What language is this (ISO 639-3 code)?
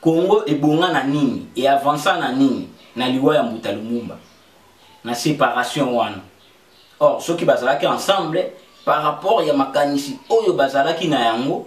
lin